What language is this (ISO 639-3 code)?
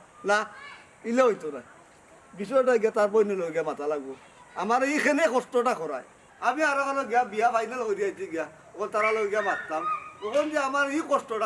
syl